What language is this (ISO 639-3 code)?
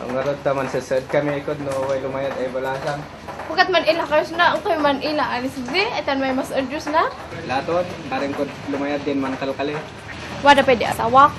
kne